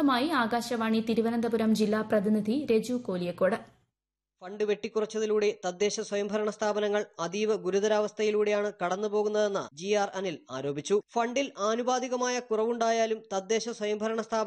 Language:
Malayalam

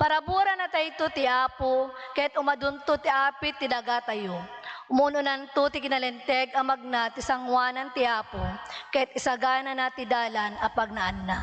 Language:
Iloko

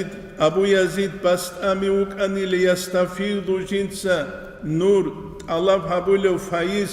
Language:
Avaric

